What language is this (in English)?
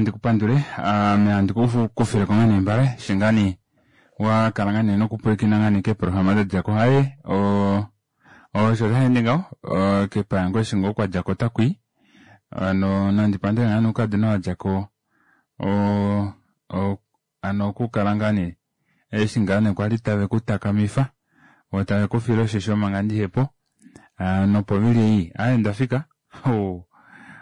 Kuanyama